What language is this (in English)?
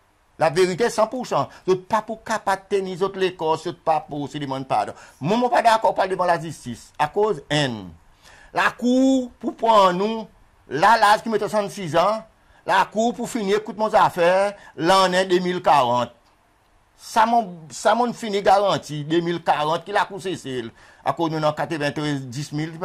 Seselwa Creole French